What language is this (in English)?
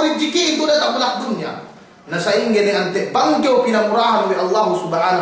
Yakan